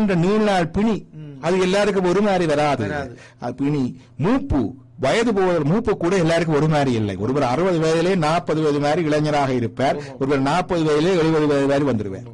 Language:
Tamil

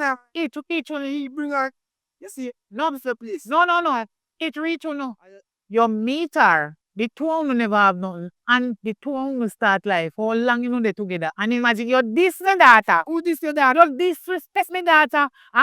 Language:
Jamaican Creole English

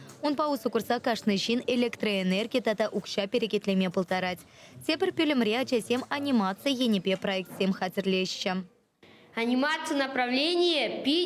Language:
Chuvash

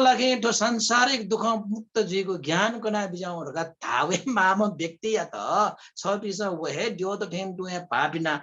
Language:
Newari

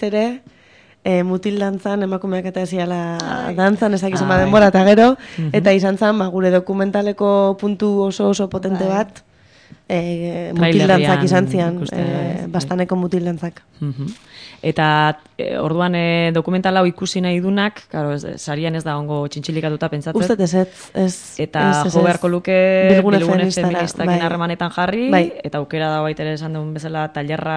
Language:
Basque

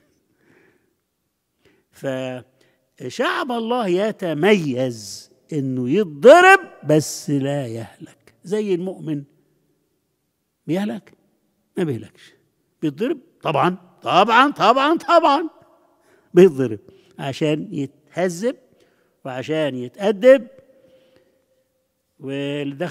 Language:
Egyptian Arabic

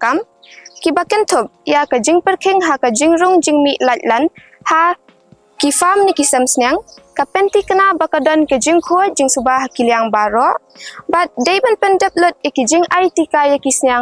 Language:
Khasi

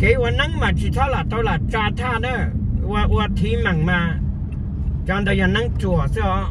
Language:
Hmong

